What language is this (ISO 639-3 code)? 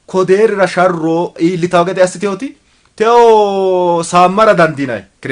sid